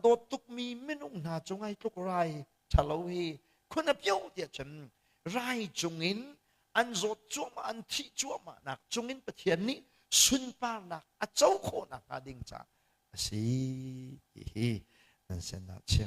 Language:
Hakha Chin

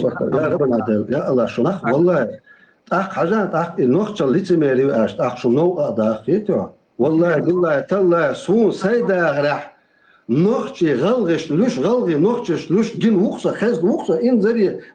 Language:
Chechen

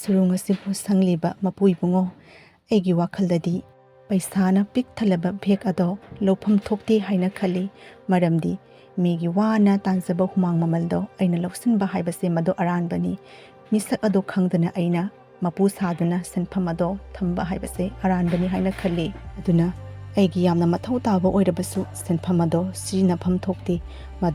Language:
Manipuri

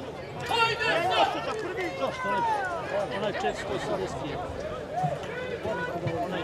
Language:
Croatian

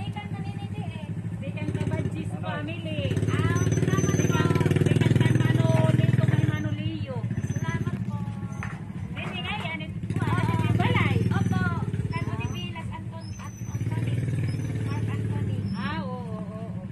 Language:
Waray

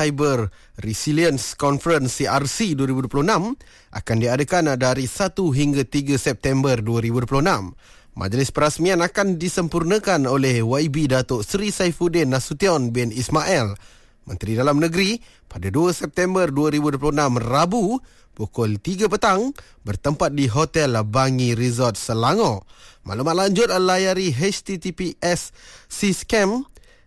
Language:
Malay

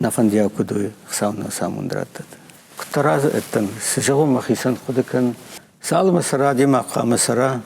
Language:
Ossetic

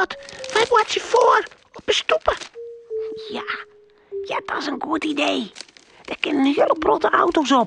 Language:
Western Frisian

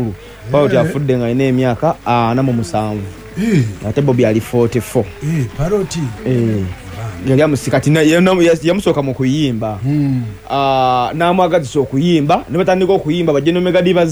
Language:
Ganda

